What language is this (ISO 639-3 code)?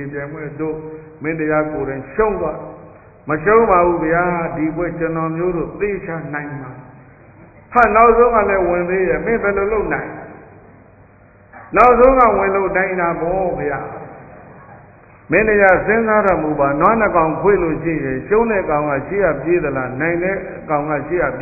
mya